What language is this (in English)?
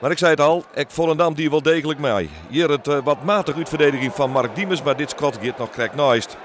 Western Frisian